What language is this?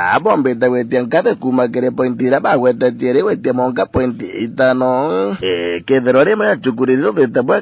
Meru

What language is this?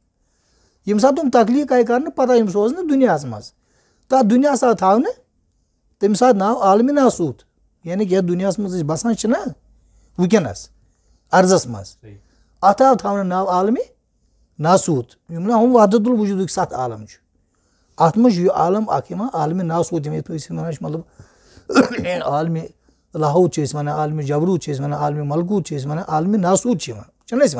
Kashmiri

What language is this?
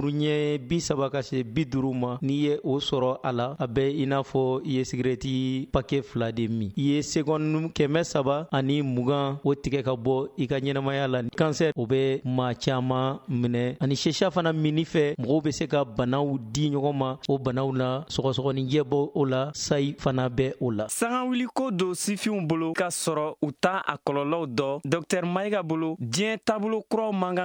Bambara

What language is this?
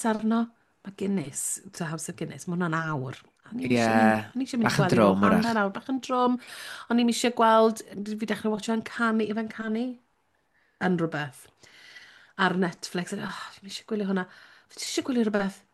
Welsh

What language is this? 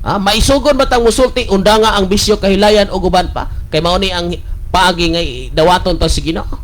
Cebuano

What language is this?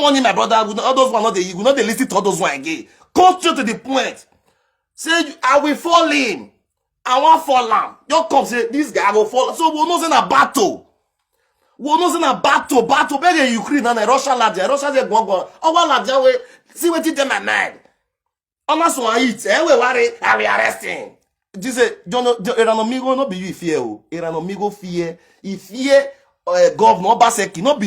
Nigerian Pidgin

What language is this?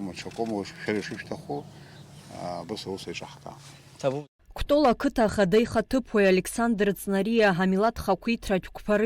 Abkhazian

